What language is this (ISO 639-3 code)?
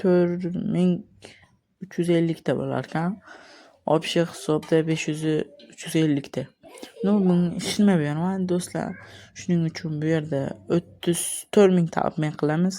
uzb